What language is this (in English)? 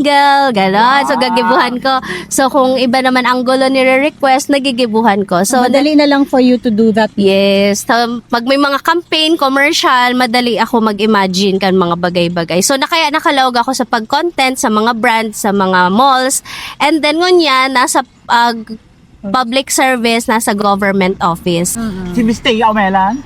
Bikol